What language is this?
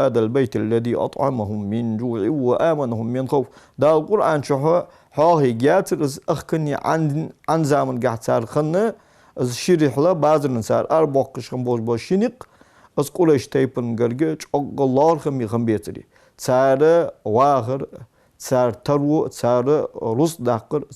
Ingush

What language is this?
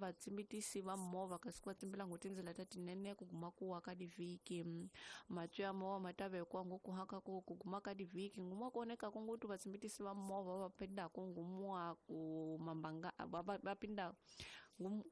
Tsonga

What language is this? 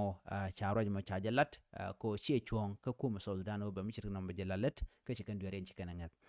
Nuer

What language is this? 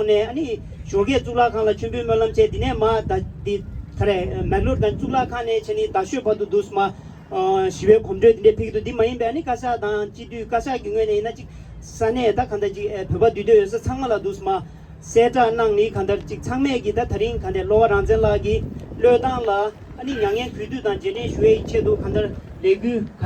Tibetan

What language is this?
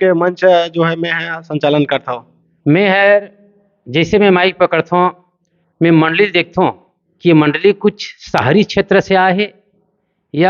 Chhattisgarhi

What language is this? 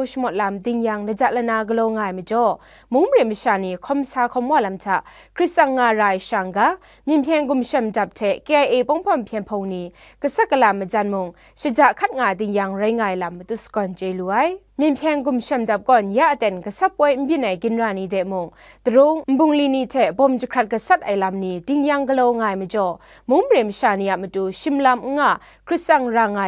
Kachin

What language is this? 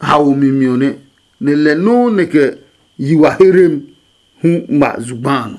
Adangme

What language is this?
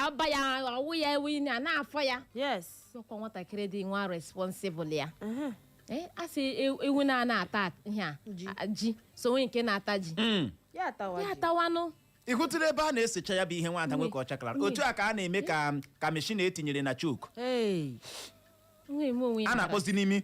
Igbo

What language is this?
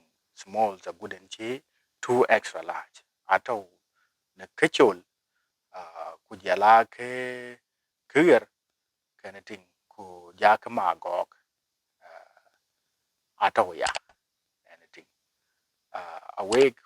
Dinka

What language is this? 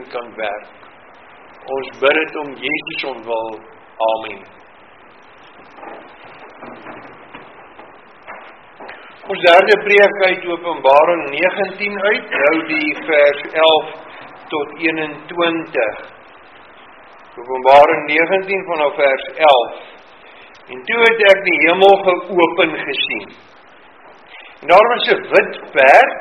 Afrikaans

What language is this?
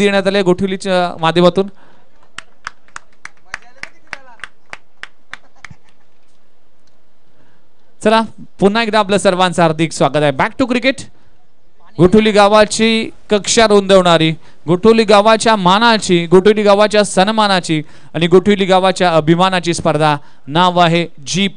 Marathi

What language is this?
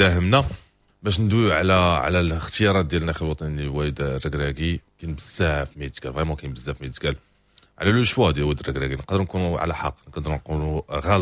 Moroccan Arabic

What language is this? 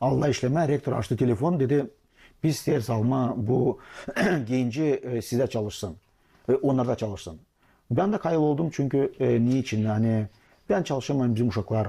Gagauz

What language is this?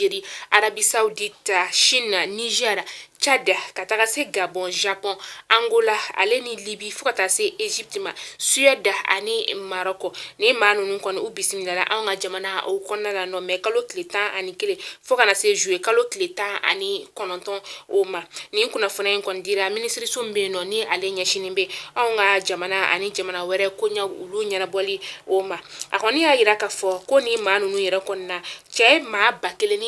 Bambara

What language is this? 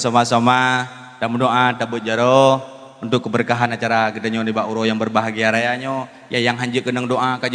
Achinese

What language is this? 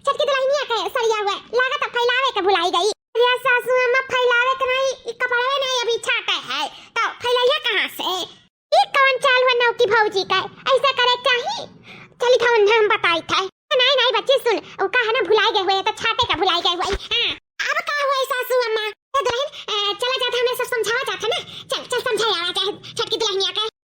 Awadhi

